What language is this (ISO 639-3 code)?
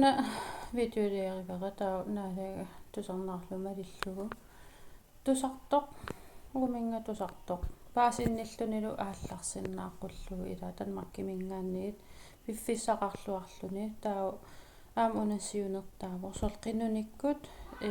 kal